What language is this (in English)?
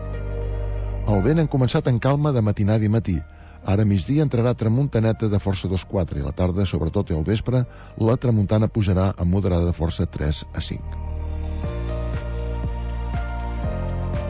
Catalan